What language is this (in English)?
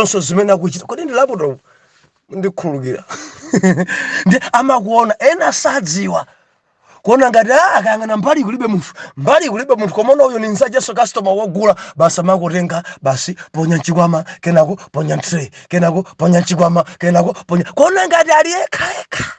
Nyanja